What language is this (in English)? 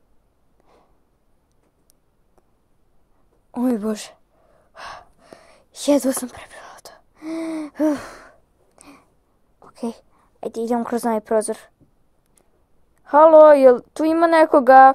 Croatian